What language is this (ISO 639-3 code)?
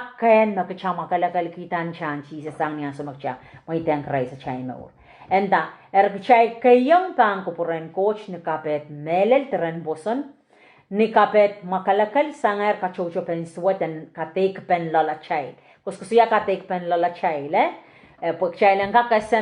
pon